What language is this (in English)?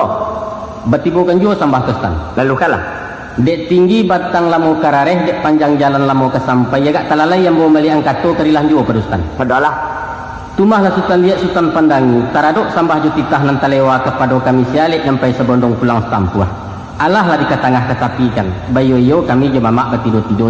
Minangkabau